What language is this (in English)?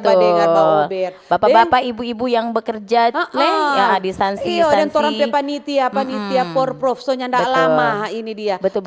Manado Malay